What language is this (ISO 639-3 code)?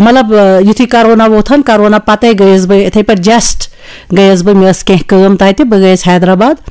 kas